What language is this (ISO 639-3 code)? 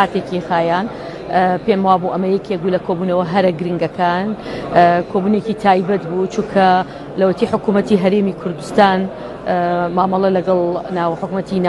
ckb